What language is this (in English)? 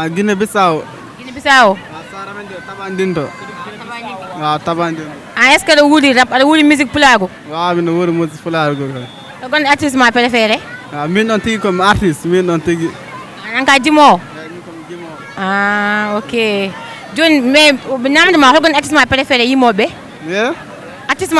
Fula